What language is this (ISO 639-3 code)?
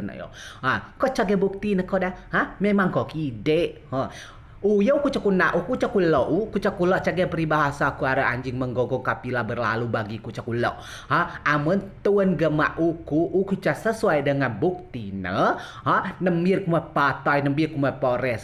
rej